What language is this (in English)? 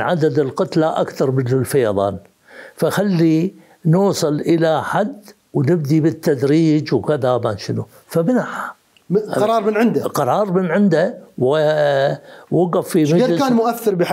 Mesopotamian Arabic